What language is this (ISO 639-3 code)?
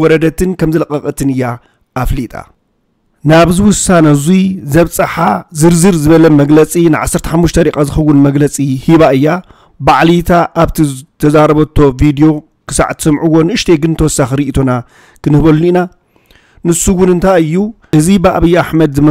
tir